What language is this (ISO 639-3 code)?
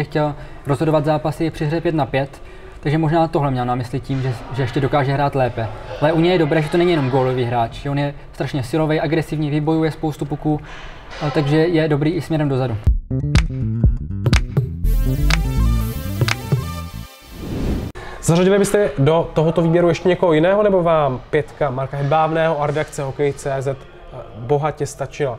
ces